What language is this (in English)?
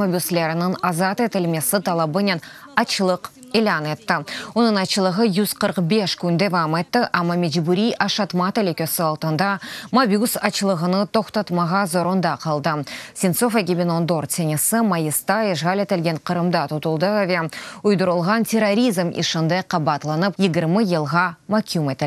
Crimean Tatar